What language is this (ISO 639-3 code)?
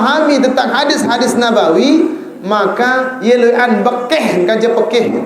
sas